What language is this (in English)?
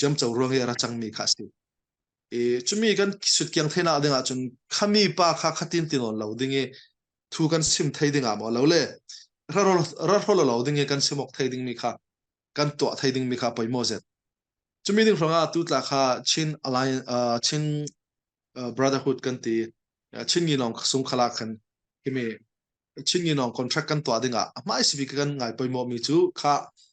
Falam Chin